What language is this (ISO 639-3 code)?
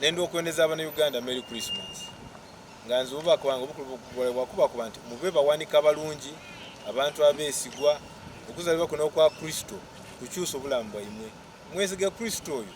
xog